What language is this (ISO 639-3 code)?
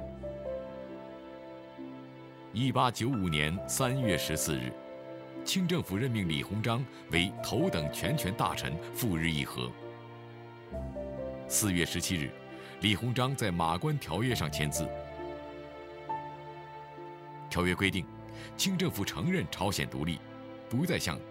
zho